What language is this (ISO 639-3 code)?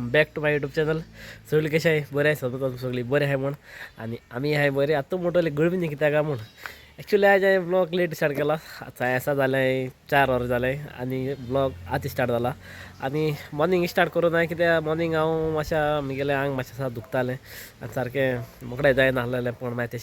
kok